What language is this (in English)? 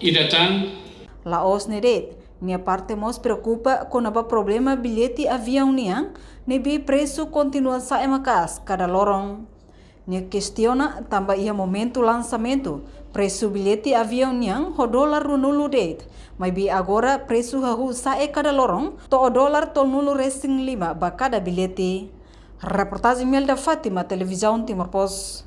Tetum